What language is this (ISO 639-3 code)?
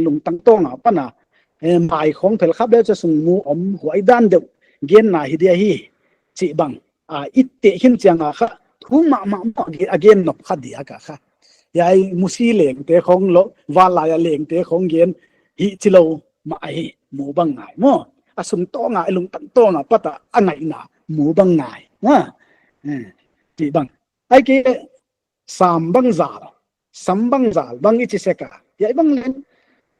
pck